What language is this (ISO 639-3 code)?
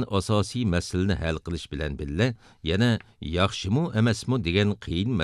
uig